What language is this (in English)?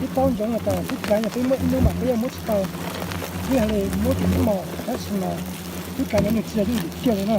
Hmong